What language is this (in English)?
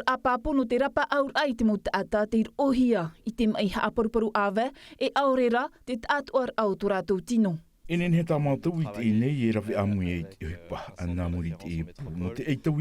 Tahitian